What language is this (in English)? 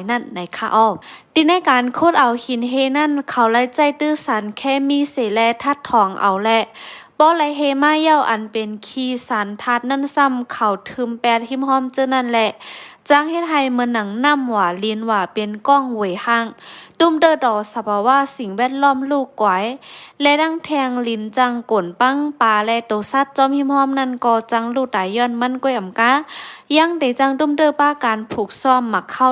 Shan